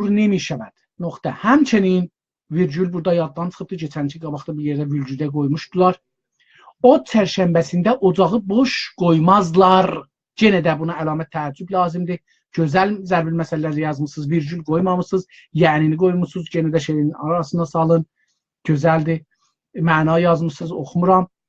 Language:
South Azerbaijani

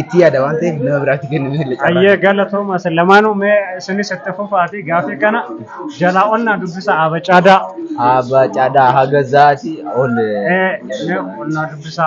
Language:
Oromo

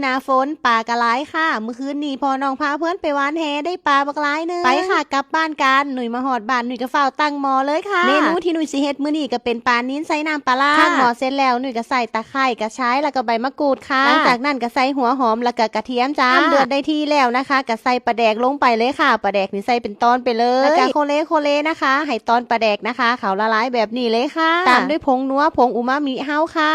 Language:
Northeastern Thai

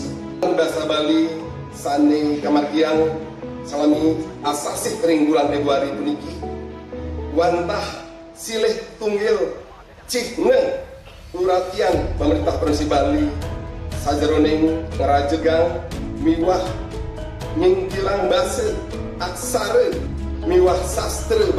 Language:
Balinese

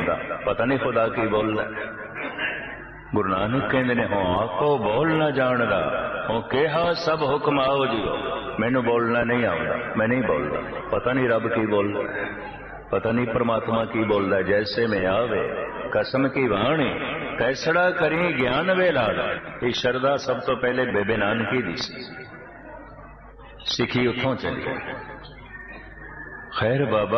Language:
Punjabi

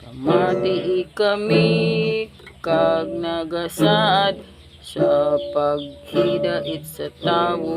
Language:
Hiligaynon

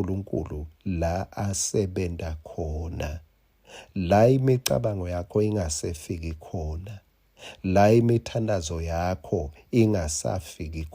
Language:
Swati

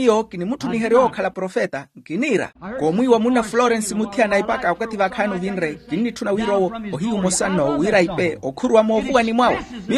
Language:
Makhuwa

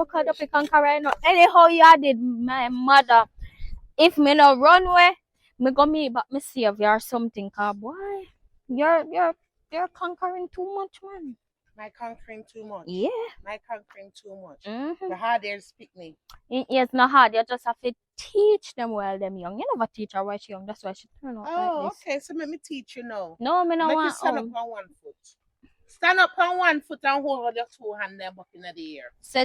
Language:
Jamaican Creole English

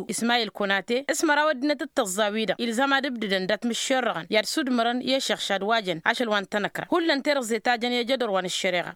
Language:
Tamasheq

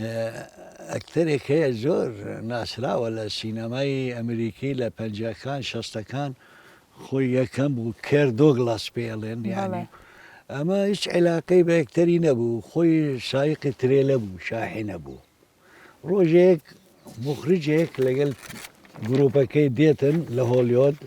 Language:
Central Kurdish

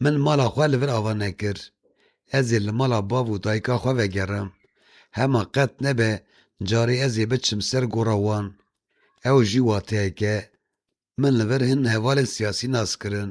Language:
Kurdish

